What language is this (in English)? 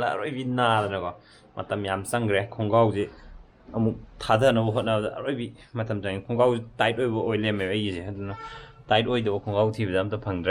Manipuri